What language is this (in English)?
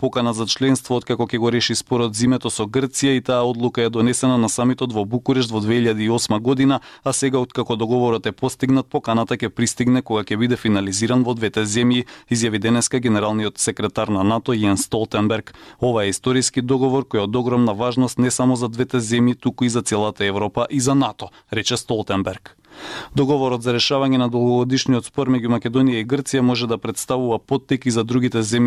Macedonian